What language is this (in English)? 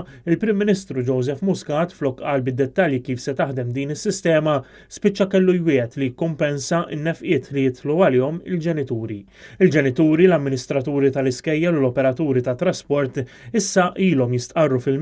Maltese